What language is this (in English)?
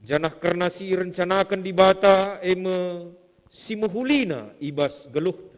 Batak Karo